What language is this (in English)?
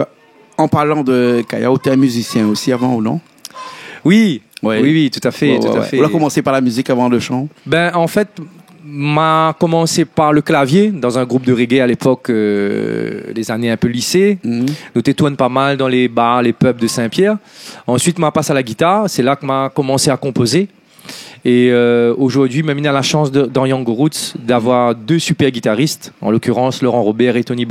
Réunion Creole French